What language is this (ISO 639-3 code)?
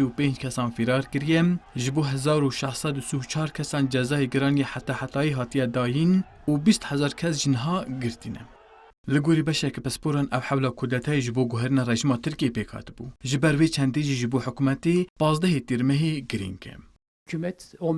kur